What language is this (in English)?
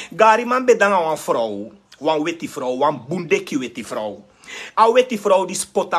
Sranan Tongo